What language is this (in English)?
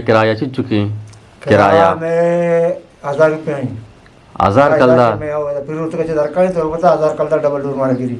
Eastern Balochi